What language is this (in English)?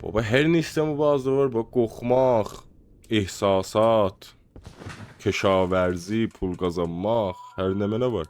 South Azerbaijani